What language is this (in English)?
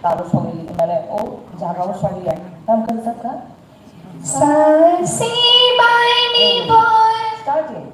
Kok Borok